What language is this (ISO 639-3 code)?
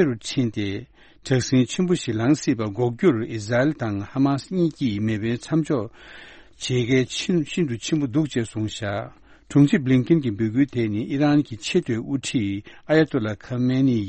bod